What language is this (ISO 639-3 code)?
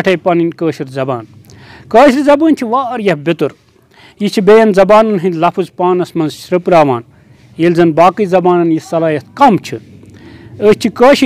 kas